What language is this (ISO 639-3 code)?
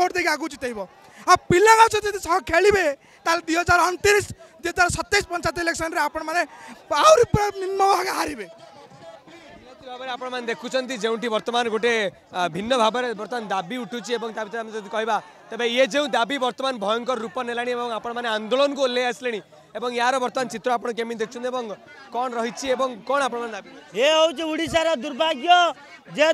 ori